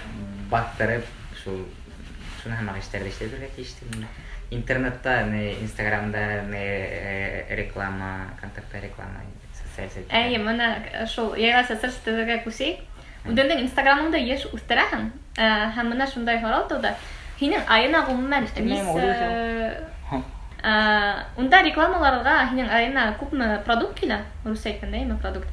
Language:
Bashkir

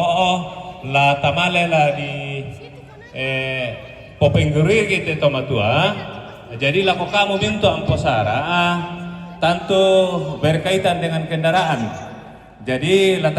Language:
Toraja-Sa'dan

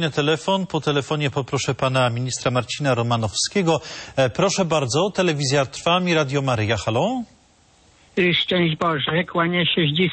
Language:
Polish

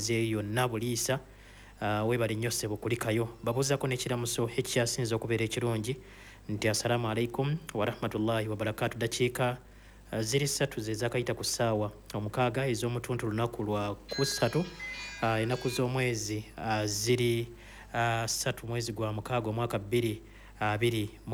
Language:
Ganda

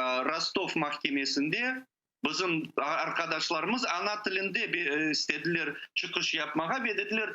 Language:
Crimean Tatar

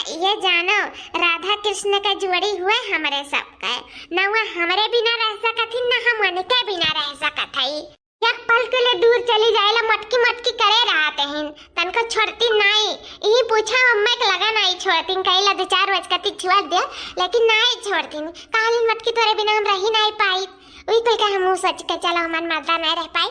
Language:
Awadhi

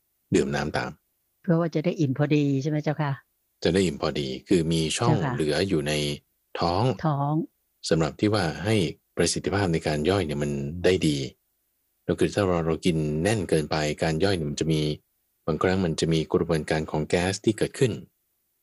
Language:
Thai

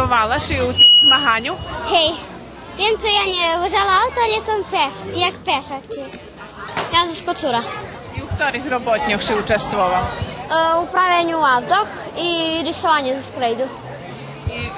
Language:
Rusyn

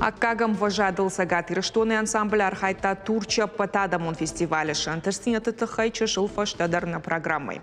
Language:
Ossetic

